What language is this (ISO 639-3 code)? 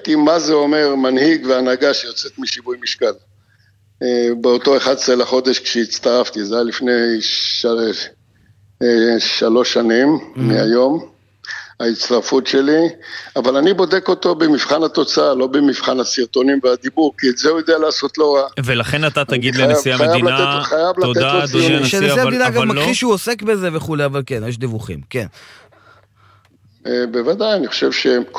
heb